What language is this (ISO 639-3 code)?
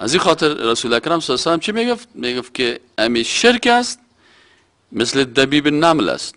fas